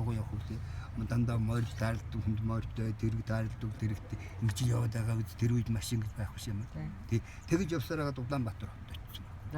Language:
Mongolian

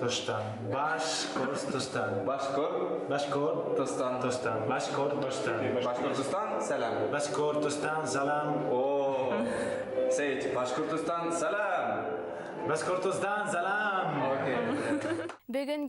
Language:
Bashkir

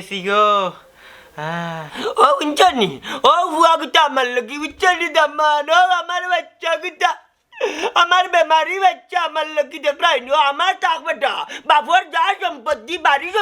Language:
Sylheti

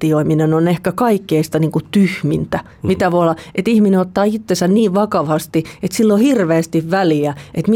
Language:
Finnish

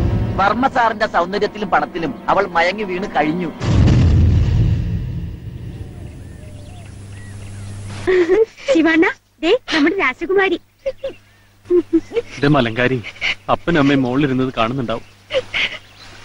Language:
Malayalam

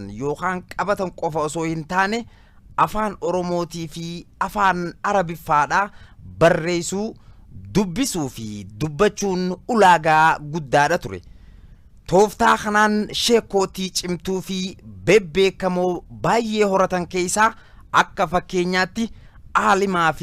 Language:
Oromo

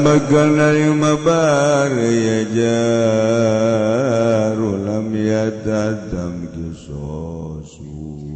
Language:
Sundanese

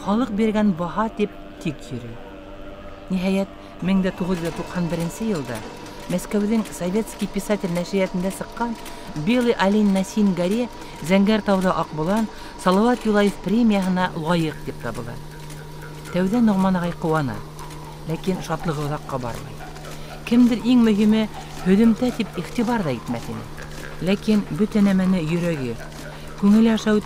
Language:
Bashkir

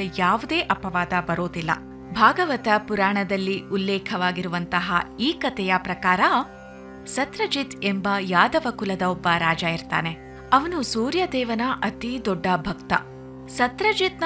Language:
Kannada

